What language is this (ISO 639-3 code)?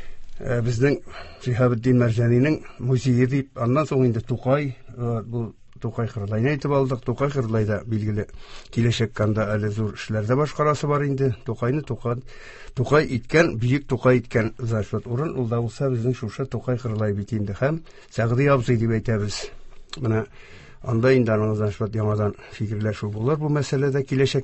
tat